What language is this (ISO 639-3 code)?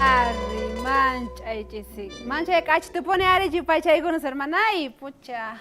quh